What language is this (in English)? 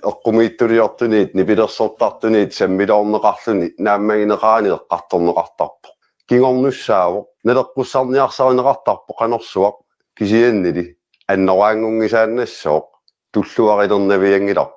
Kalaallisut